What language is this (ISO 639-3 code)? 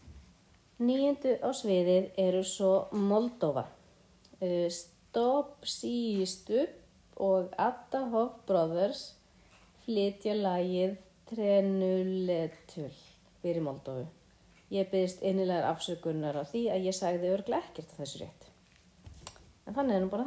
isl